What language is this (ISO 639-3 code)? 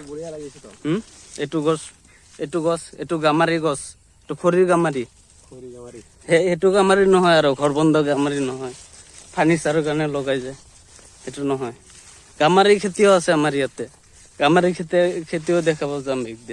asm